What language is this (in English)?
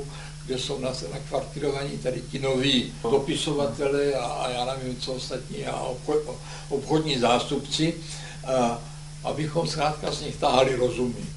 Czech